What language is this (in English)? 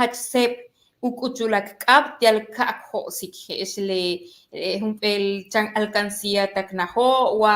Yucateco